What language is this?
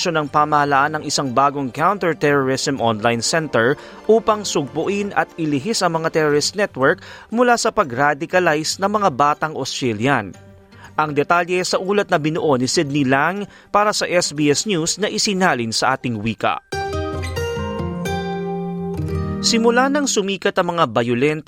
Filipino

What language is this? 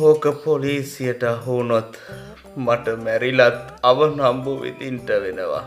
Sinhala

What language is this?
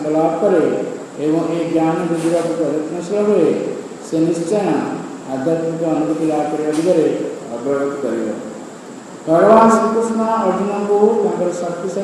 Odia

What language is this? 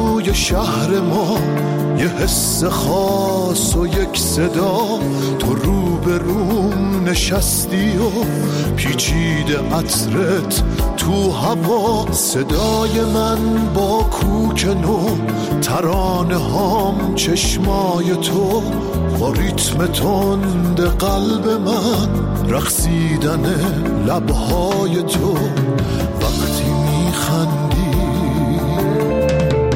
Persian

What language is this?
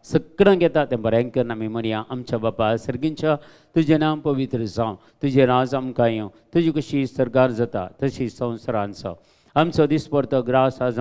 Konkani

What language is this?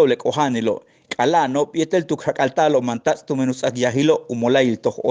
Yucateco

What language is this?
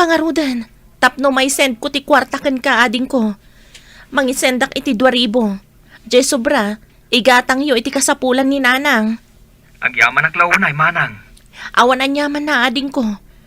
Iloko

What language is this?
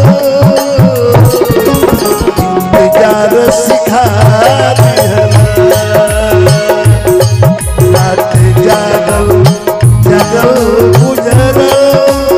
Bhojpuri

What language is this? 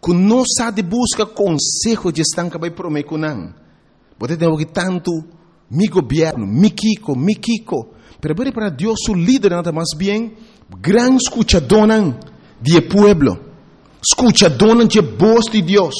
Papiamento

